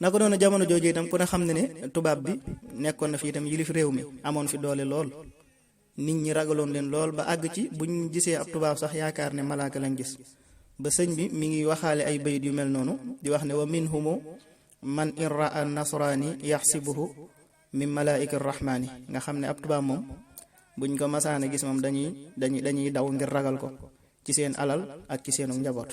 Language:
Wolof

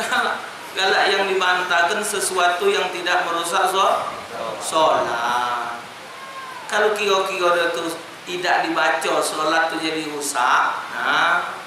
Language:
Musi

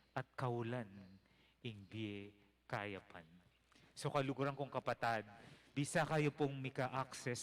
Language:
Pampanga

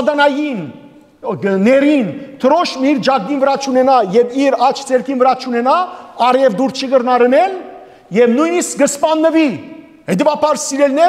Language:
Western Armenian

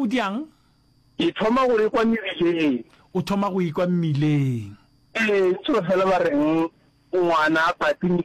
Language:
Northern Sotho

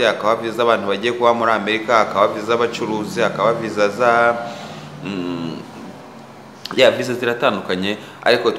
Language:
Kinyarwanda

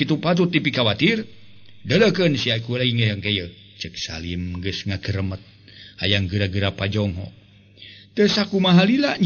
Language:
Sundanese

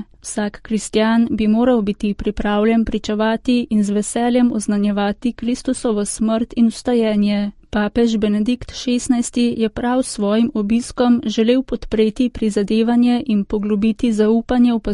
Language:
Slovenian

